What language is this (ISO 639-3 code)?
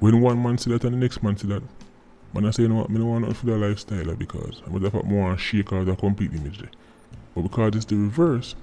jam